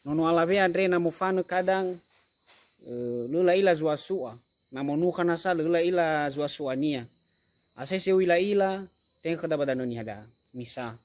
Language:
Nias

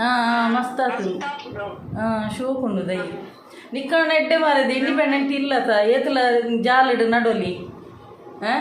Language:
Tulu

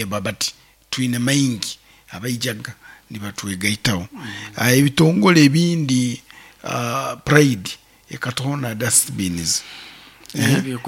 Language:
Nyoro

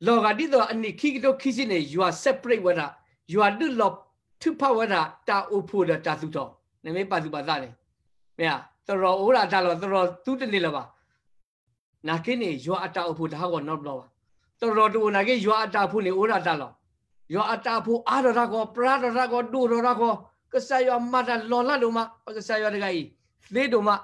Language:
S'gaw Karen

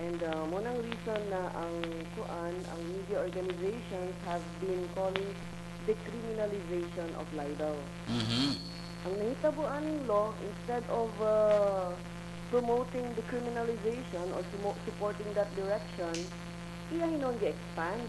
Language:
Cebuano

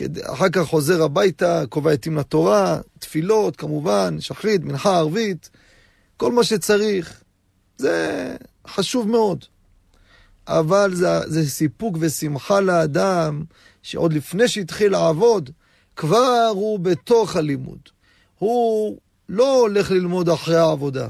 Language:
Hebrew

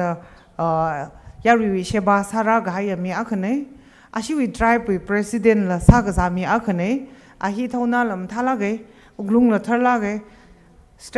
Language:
Tangkhul Naga (India)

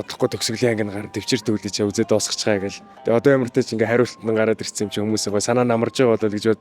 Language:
Mongolian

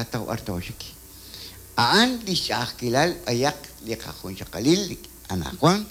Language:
Kekchí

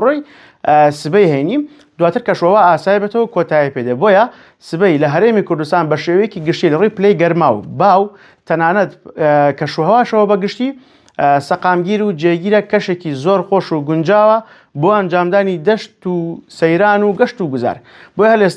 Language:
Central Kurdish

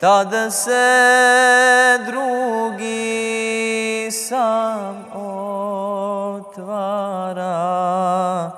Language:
Bosnian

